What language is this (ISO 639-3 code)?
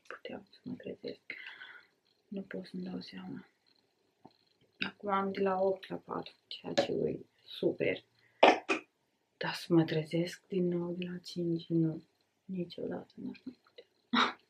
ron